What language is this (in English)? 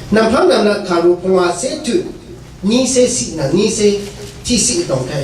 Rawang